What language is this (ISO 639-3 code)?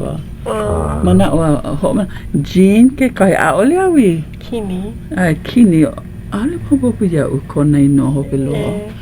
haw